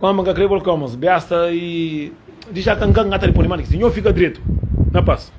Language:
Kabuverdianu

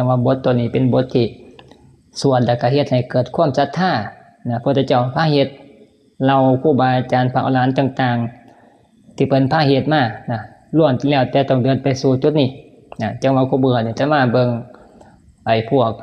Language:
Northeastern Thai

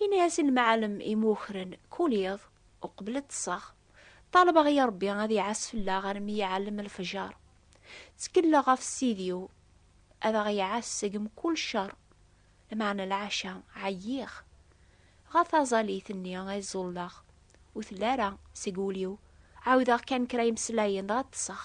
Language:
Kabyle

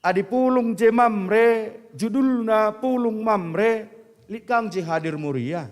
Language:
Batak Karo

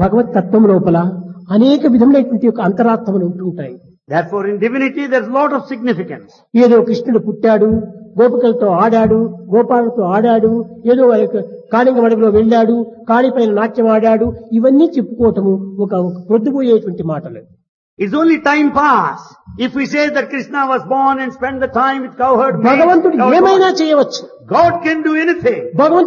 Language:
Telugu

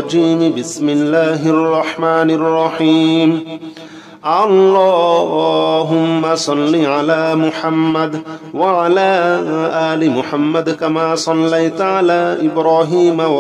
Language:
Arabic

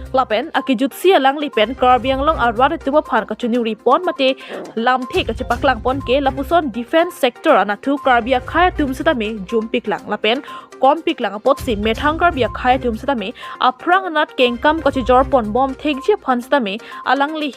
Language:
Karbi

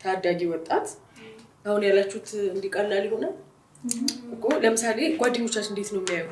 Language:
Amharic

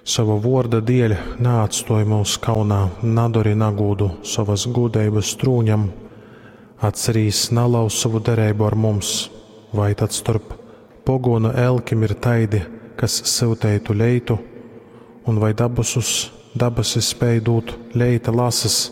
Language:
Latgalian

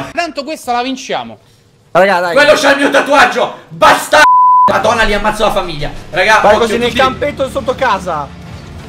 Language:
Italian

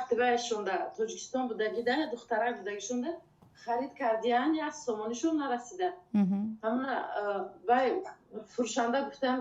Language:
Tajik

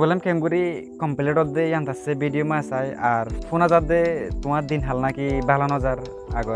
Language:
Rohingya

